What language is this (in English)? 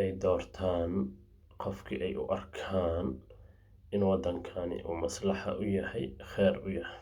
Somali